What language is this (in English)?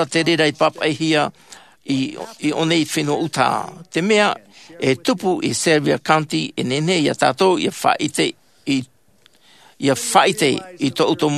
Tahitian